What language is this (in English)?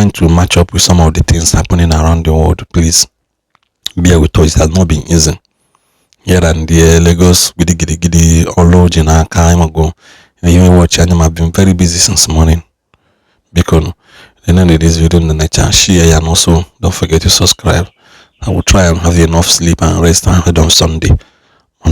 Igbo